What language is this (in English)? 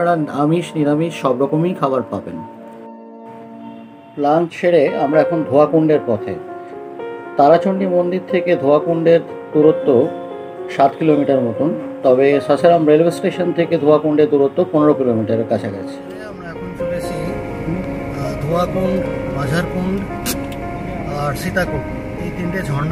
Bangla